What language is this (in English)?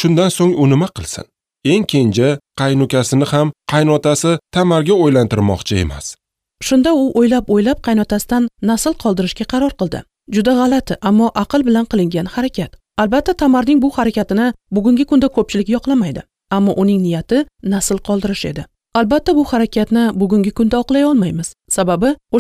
Uzbek